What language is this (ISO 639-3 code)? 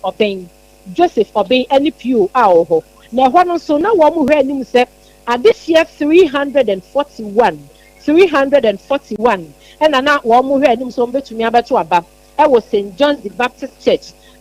aka